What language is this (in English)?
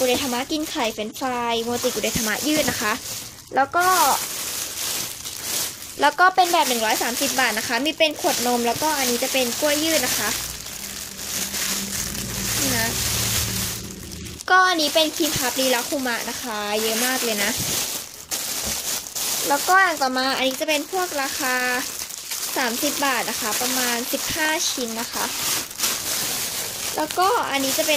Thai